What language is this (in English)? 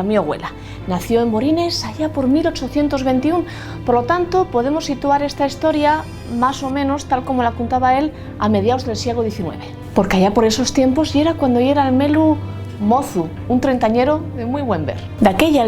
Asturian